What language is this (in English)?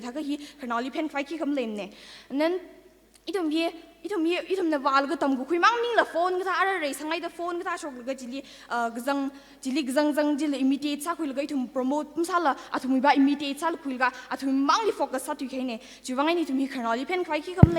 Tangkhul Naga (India)